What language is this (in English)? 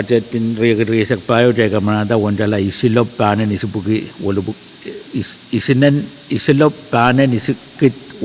Pohnpeian